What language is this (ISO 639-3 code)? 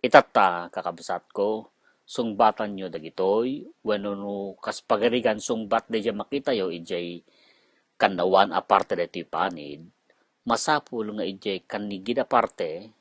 ilo